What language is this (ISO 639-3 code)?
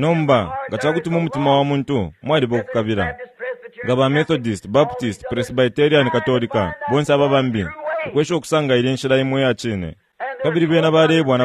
bem